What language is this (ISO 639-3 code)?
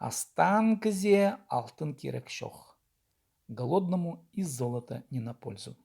kjh